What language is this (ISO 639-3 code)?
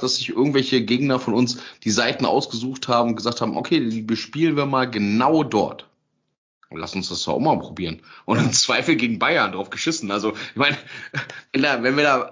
deu